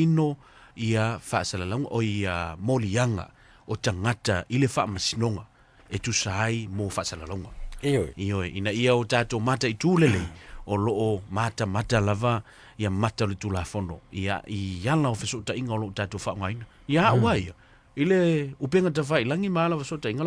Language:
Samoan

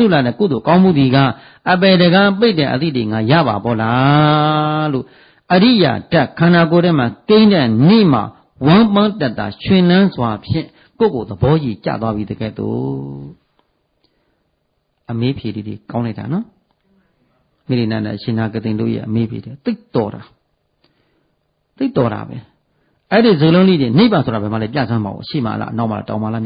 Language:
Burmese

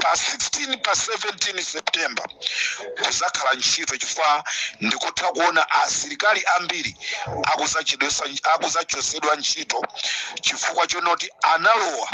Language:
Nyanja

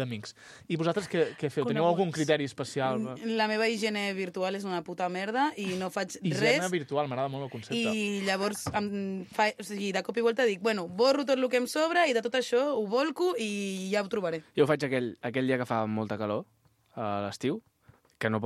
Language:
Catalan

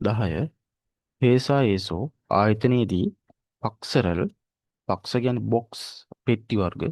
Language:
Sinhala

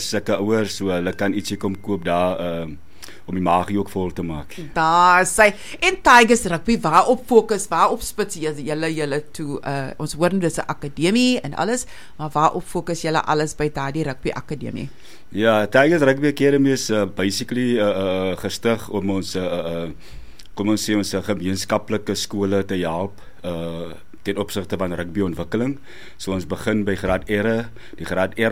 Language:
Afrikaans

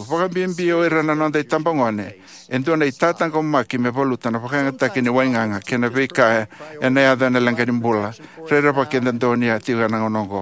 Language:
Fijian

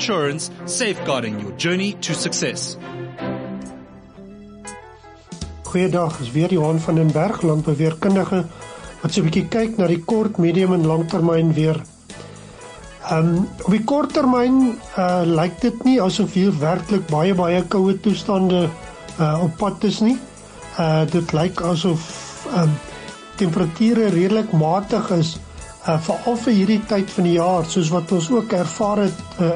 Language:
Afrikaans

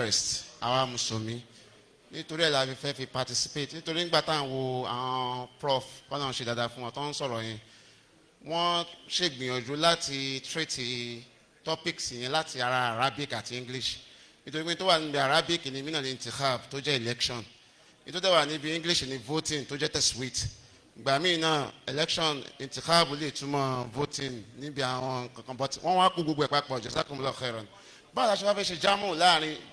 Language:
Yoruba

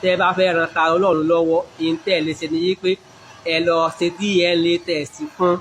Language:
Yoruba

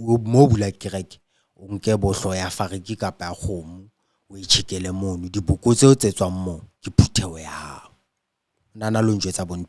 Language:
Southern Sotho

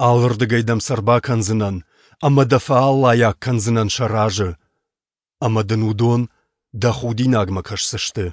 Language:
Ossetic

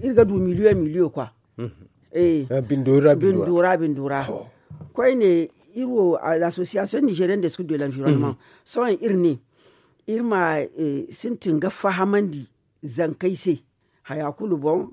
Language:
Zarma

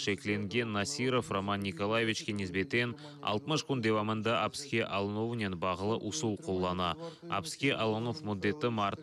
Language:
Crimean Tatar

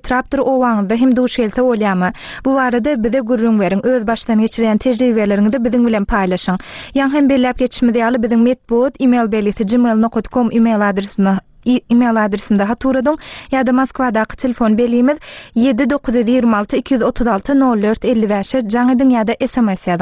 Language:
Turkmen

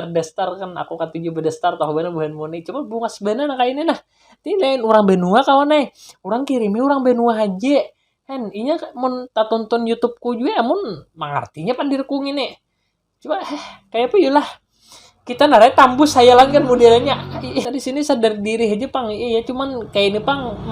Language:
Banjar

